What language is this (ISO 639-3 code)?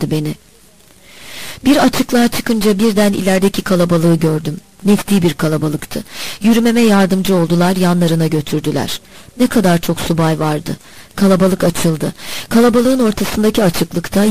tur